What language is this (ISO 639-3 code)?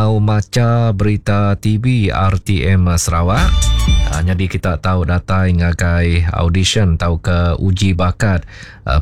iba